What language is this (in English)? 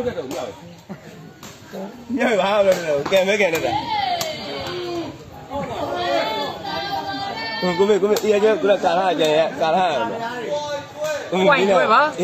Burmese